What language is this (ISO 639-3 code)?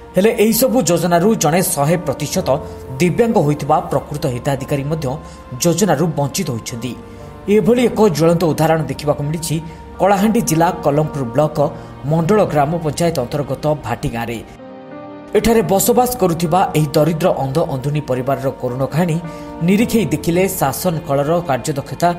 ori